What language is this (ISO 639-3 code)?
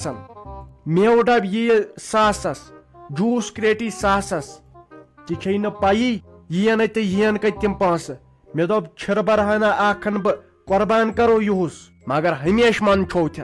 kas